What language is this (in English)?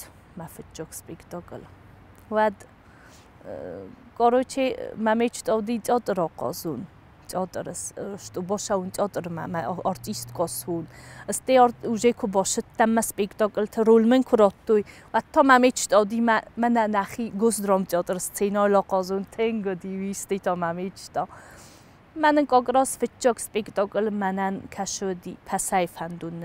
Ossetic